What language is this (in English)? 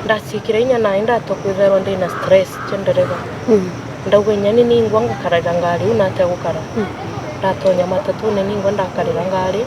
Meru